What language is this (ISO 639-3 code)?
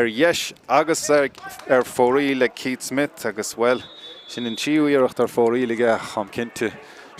gle